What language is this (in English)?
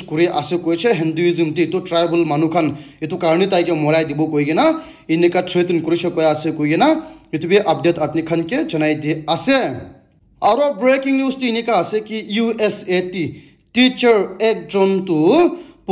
Naga Pidgin